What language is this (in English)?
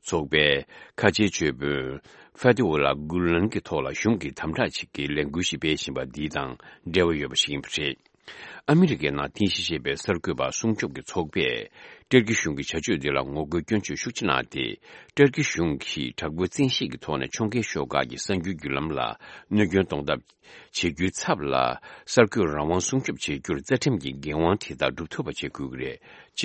Tibetan